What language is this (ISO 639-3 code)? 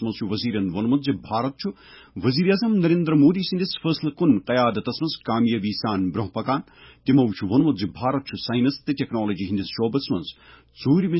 kas